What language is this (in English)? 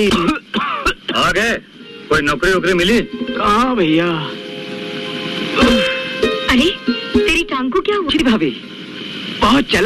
Hindi